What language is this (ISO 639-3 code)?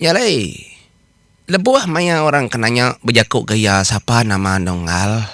iba